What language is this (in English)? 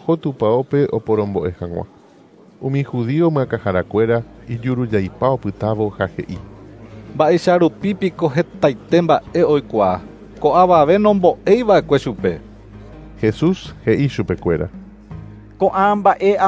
Guarani